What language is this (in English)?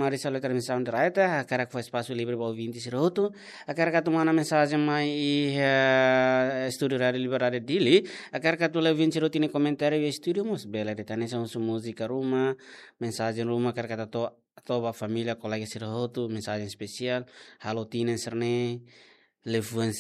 Tetum